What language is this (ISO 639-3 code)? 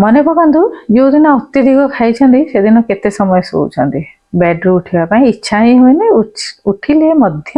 ori